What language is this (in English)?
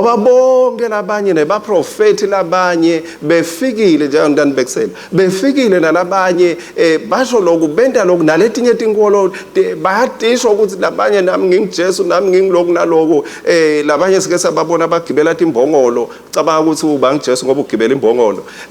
Swati